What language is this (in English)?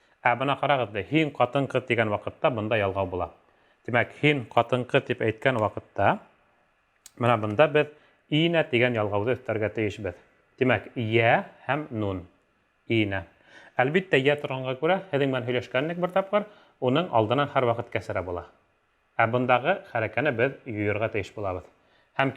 Bashkir